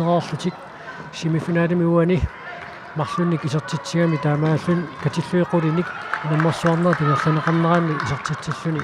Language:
Kalaallisut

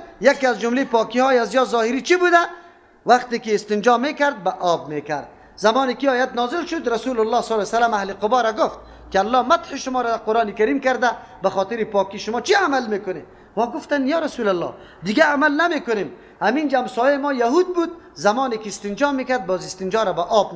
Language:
Persian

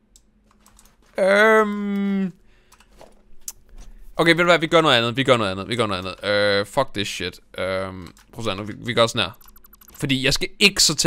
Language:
Danish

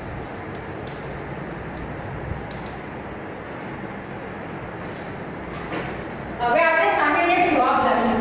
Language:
Gujarati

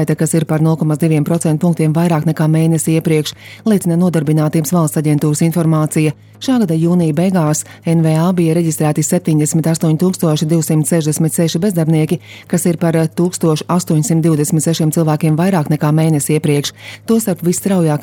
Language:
Latvian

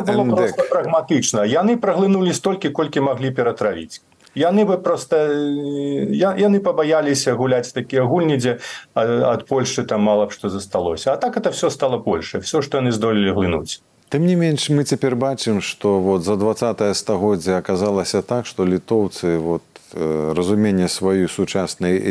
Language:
Belarusian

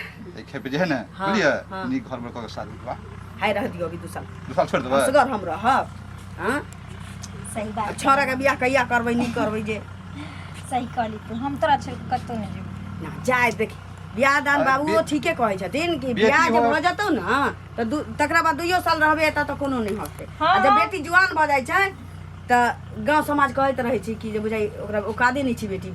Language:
Maithili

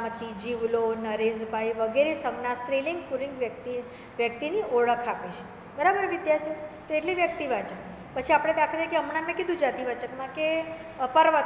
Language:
Gujarati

